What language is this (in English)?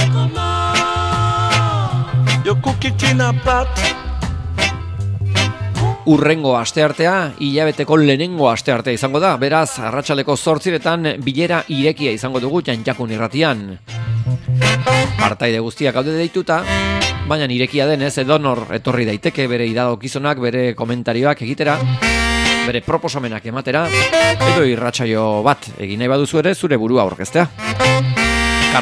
Basque